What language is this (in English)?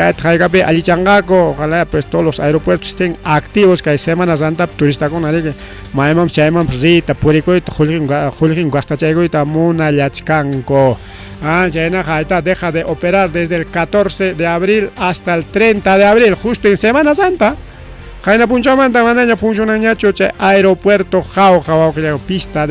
Ayacucho Quechua